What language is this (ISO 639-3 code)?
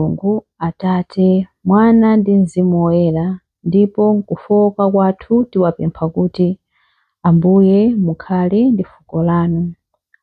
nya